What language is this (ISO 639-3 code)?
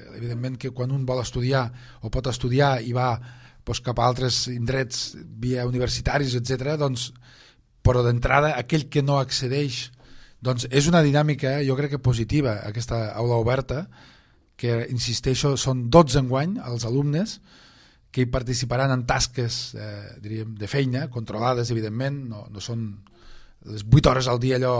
cat